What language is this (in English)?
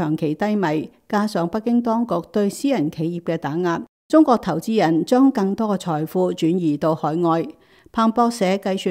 Cantonese